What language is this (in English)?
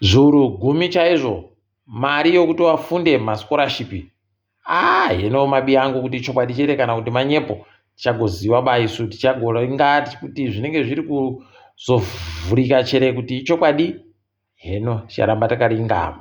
Ndau